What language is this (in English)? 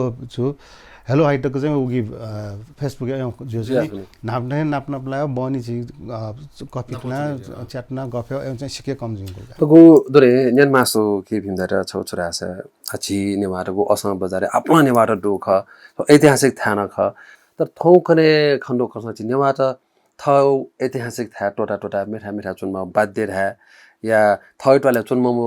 Newari